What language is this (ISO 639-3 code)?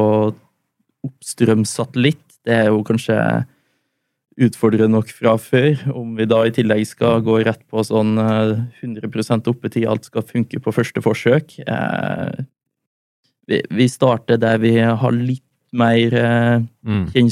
nor